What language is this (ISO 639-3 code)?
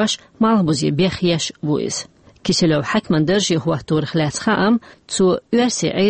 che